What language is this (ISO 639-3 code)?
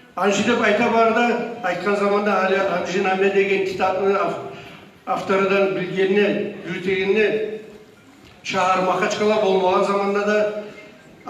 kum